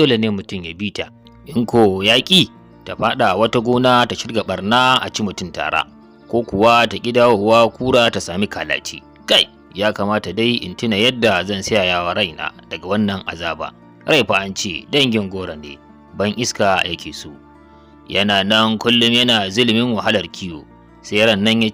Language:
Hausa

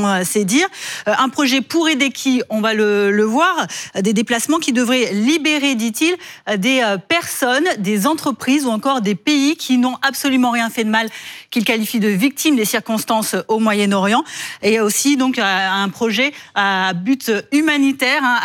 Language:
French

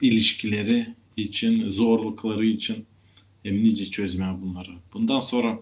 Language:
Gagauz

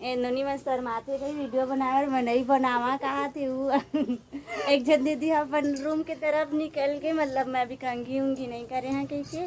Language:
Chhattisgarhi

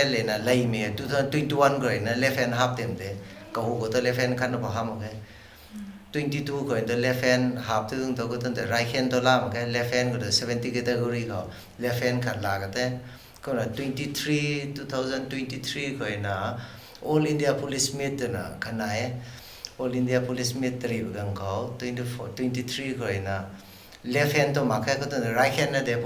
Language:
Rongmei Naga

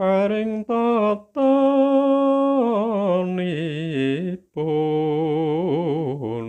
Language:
Javanese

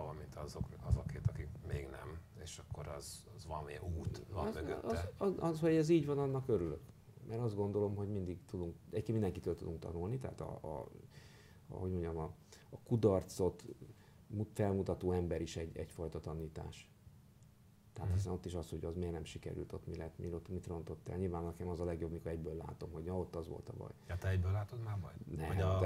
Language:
Hungarian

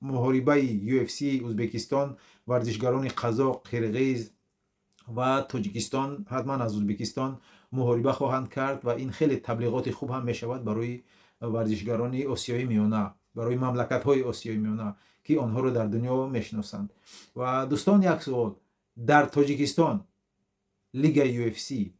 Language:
Tajik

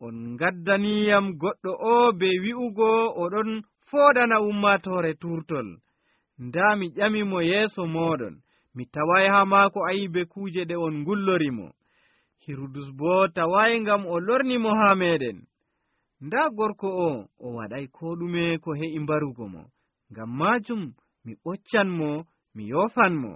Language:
Nigerian Fulfulde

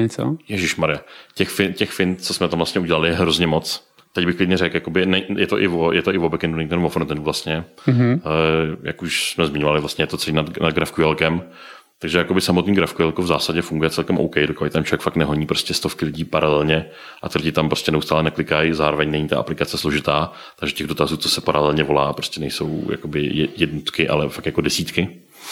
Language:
Czech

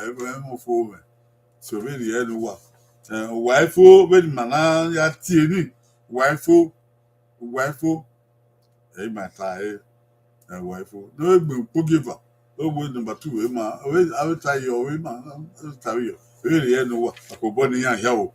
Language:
Bini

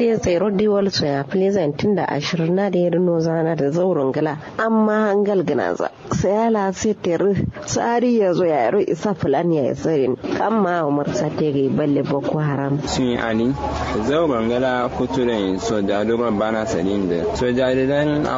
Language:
Kanuri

